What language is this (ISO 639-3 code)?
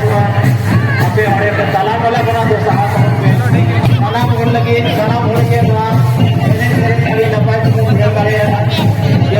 sat